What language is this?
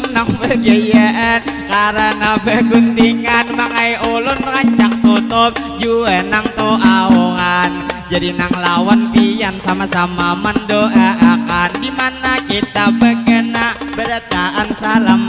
Banjar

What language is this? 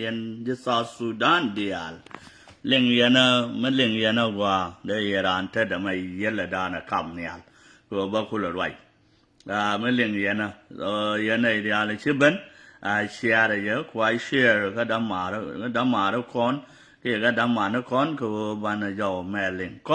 Nuer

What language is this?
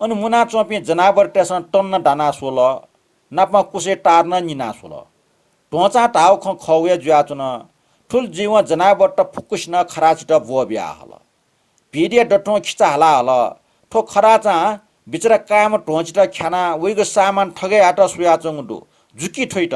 Newari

